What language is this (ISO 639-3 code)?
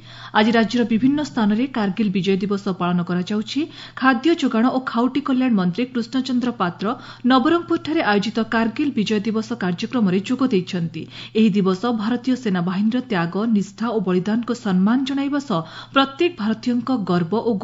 ori